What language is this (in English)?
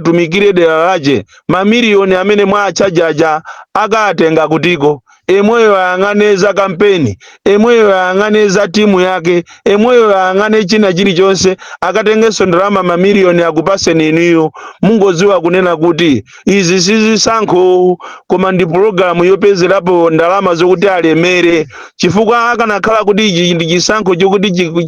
Nyanja